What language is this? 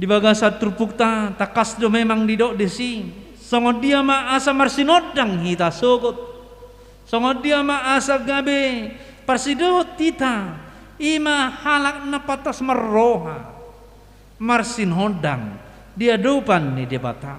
Batak Toba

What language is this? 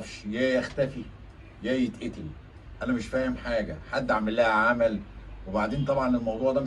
Egyptian Arabic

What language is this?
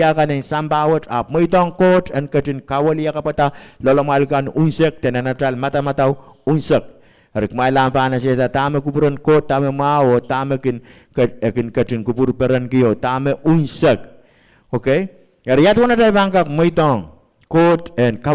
Pohnpeian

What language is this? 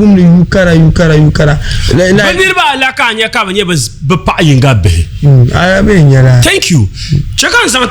Dagbani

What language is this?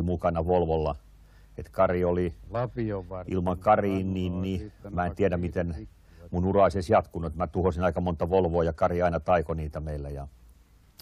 Finnish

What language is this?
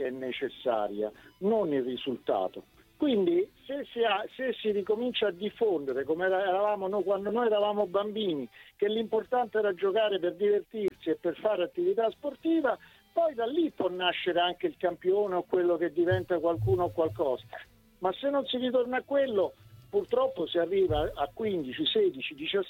Italian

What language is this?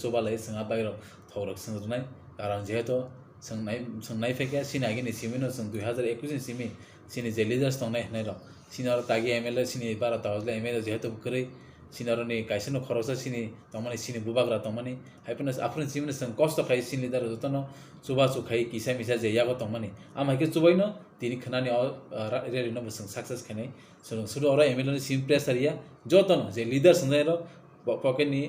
Kok Borok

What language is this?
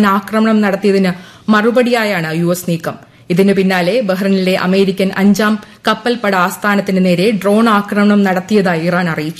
Malayalam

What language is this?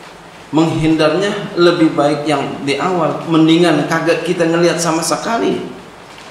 Indonesian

